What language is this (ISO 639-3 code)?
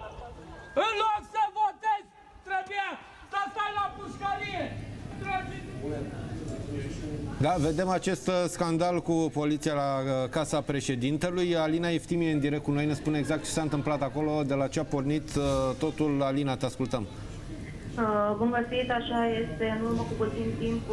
ron